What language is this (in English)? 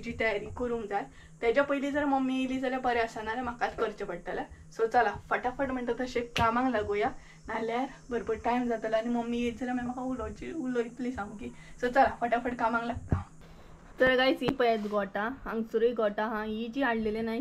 Konkani